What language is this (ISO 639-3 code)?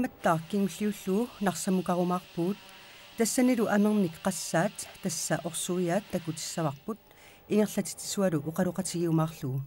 kal